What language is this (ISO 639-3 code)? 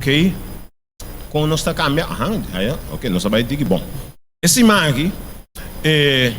pap